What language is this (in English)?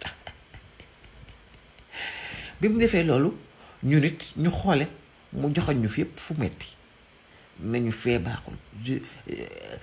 Wolof